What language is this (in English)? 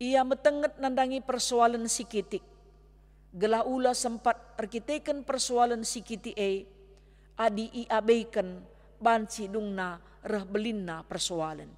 Batak Karo